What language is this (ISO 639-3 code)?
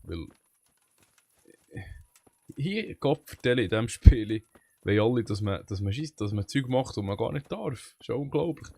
gsw